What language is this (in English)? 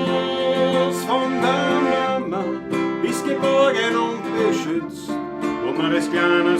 Bavarian